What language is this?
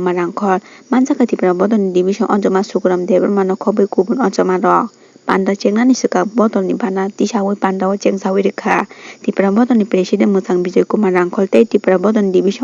Kok Borok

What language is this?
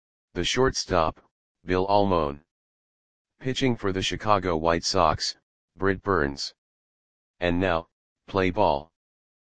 English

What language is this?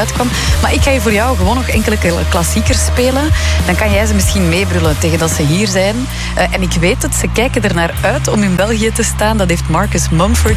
Dutch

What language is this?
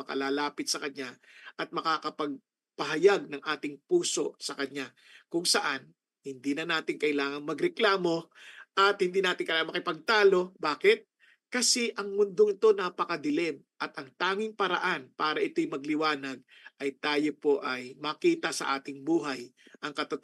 Filipino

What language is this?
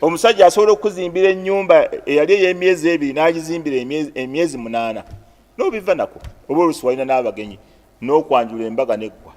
Ganda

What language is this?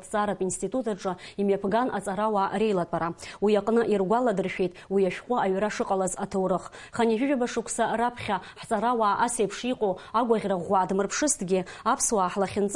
Abkhazian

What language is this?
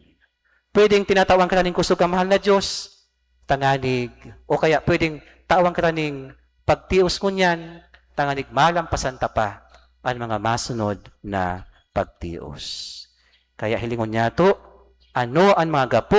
Bikol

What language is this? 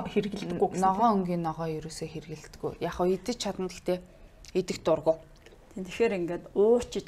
Mongolian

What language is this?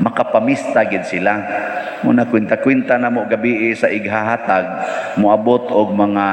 Cebuano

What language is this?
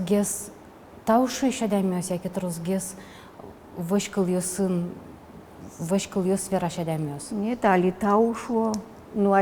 Udmurt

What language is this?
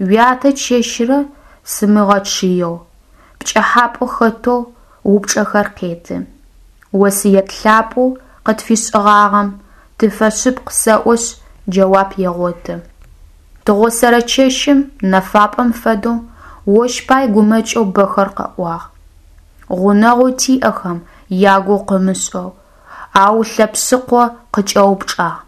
Adyghe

